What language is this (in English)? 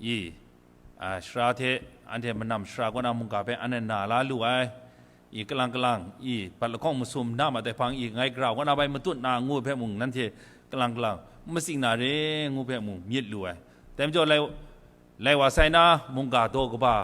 Kachin